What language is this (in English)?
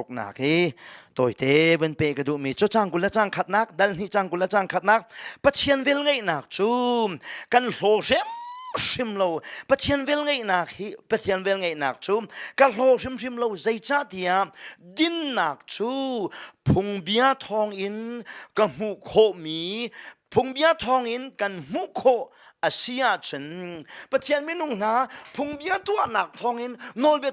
Hakha Chin